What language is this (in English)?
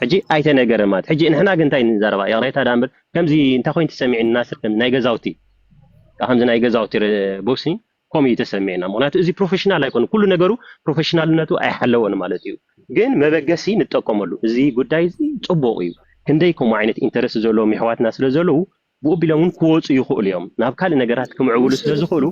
Tigrinya